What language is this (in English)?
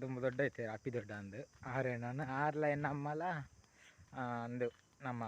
Tulu